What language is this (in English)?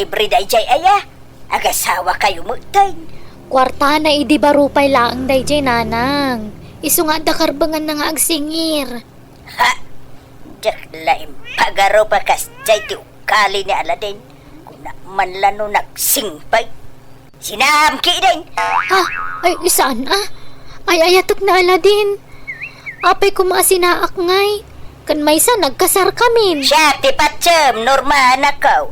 Iloko